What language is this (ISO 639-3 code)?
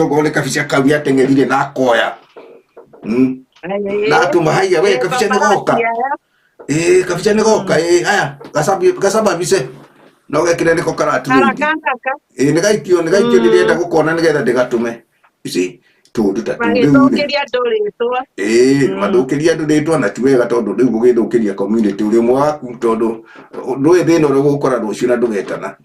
kik